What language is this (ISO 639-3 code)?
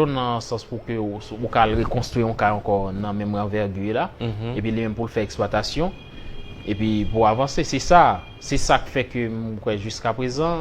hat